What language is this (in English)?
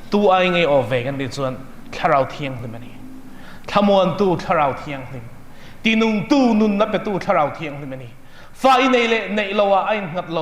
Mizo